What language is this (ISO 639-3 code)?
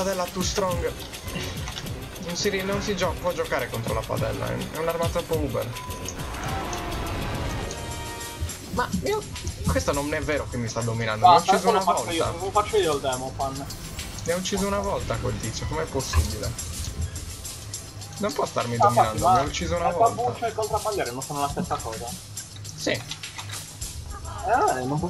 ita